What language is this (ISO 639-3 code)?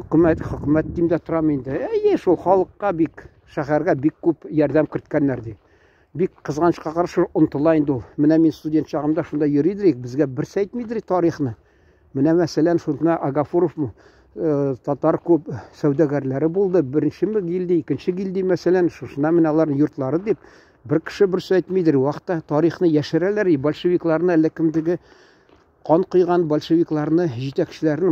tat